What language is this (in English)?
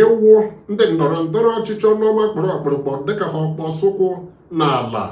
Igbo